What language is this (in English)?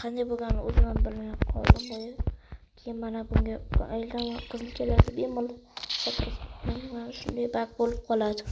Uzbek